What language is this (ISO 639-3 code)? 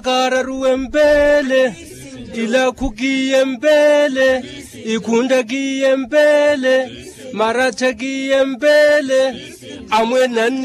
vmw